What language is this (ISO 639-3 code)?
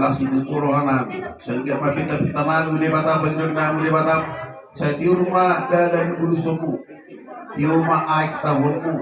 bbc